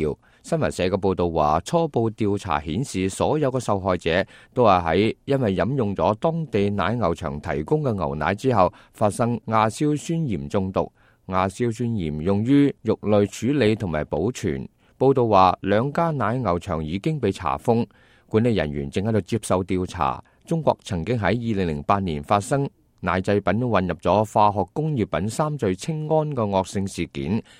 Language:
Cantonese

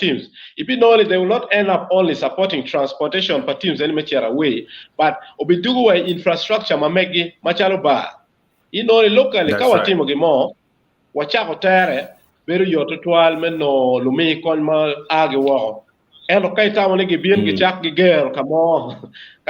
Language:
Acoli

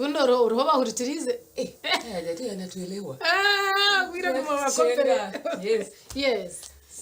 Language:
Nyankole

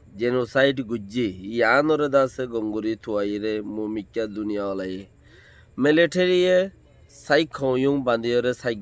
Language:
Rohingya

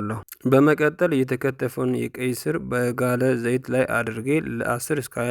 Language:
Amharic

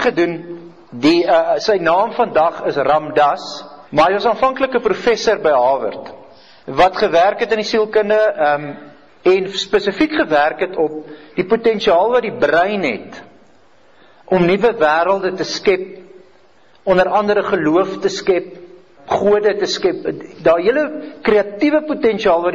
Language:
Afrikaans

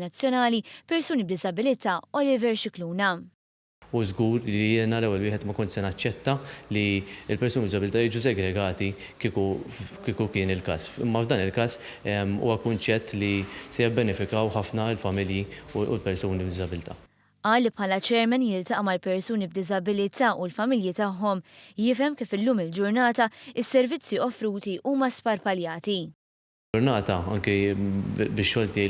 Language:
Maltese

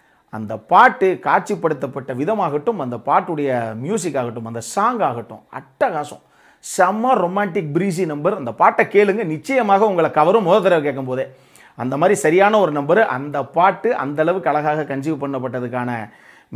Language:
Tamil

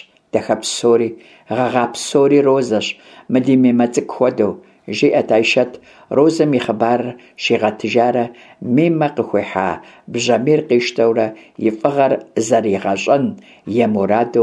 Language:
Kabardian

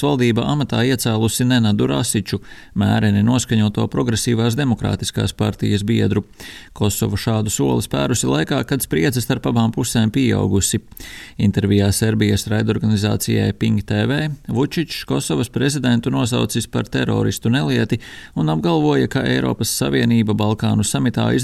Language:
Latvian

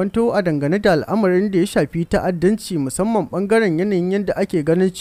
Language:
Hausa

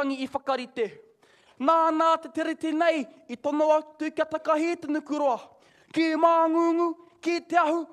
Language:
Māori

